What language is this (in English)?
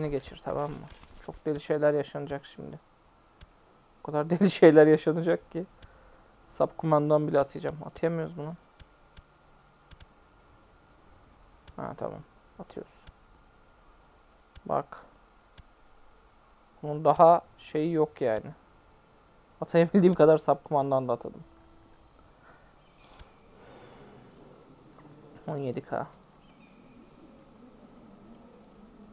Turkish